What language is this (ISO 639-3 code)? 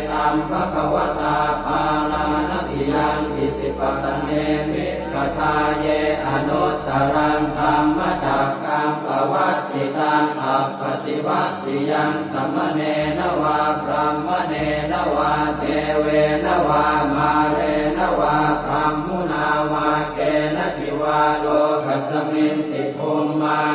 pli